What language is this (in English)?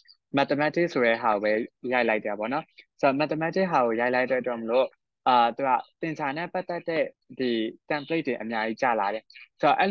Burmese